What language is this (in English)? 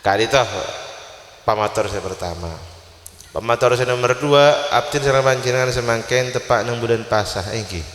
Madurese